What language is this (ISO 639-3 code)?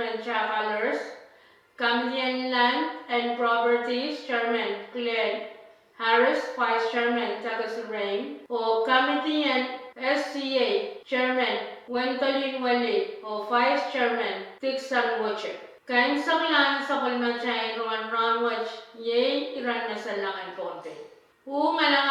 pon